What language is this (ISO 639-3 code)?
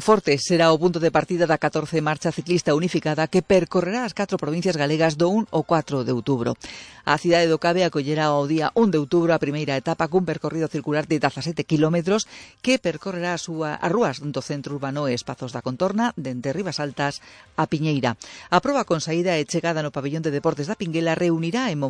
glg